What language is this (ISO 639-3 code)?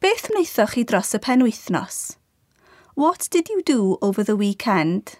cym